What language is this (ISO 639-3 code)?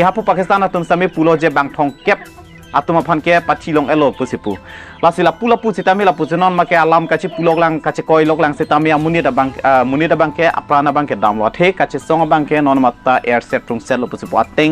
mjw